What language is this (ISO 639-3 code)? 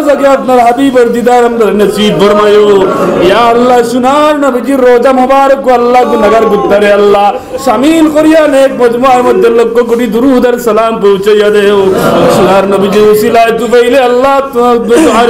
syl